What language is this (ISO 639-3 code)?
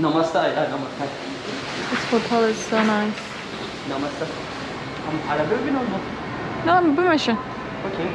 kur